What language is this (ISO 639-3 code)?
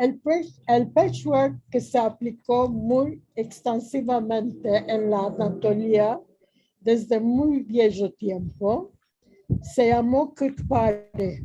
lad